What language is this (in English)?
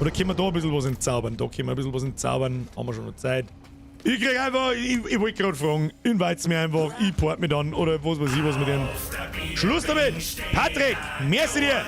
Bavarian